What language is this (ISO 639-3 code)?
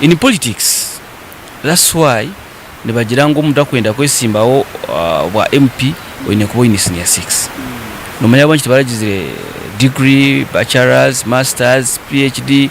nyn